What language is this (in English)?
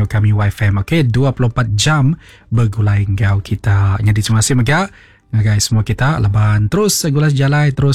Iban